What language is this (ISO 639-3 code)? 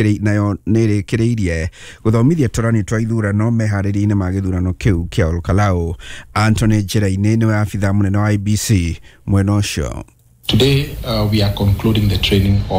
kik